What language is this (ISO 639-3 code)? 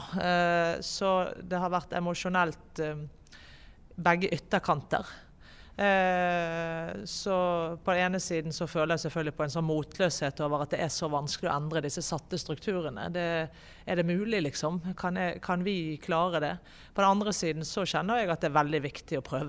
nor